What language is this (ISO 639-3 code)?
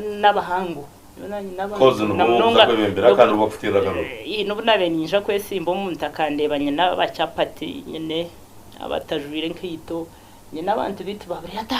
nyn